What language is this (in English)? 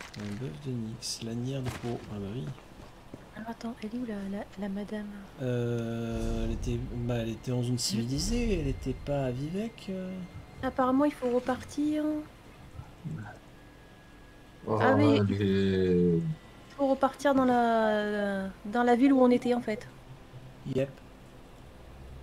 French